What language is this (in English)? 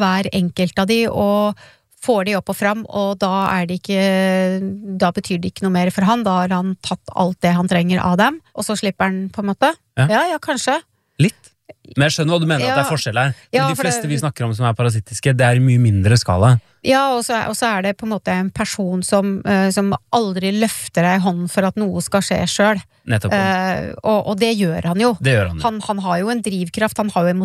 Norwegian